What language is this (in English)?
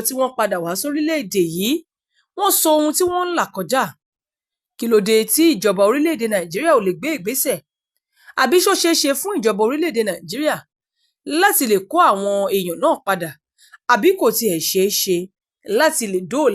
Yoruba